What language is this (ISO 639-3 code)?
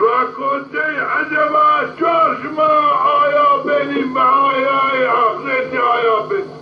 zza